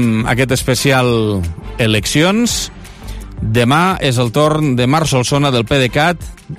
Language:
Catalan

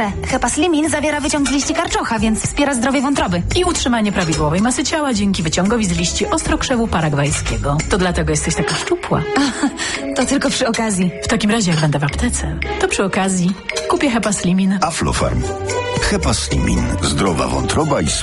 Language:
Polish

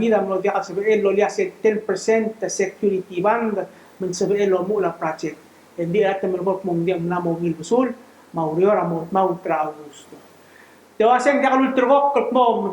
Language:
Palauan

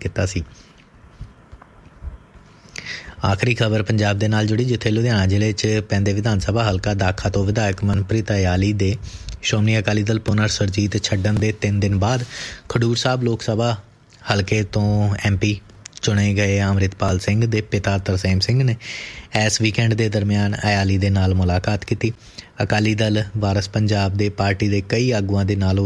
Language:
Punjabi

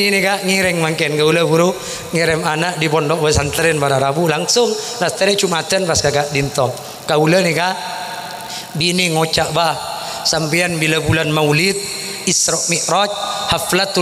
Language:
Madurese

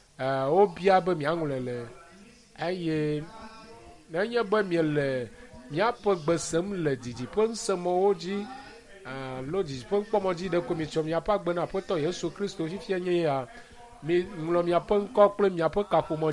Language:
Ewe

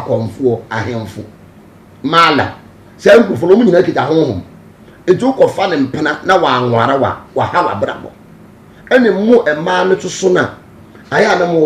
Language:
Akan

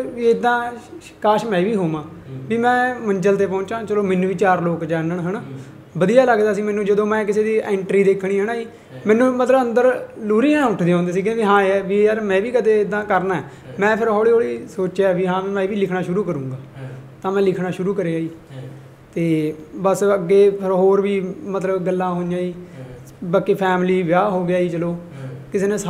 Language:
Punjabi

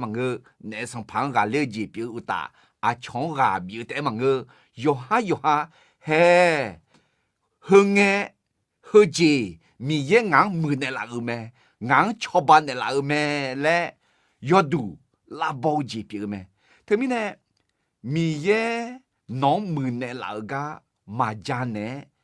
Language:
Akha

